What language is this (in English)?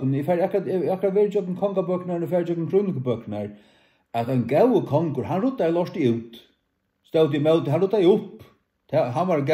Faroese